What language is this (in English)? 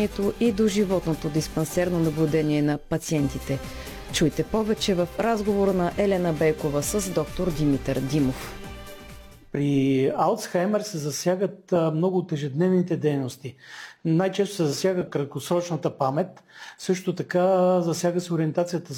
Bulgarian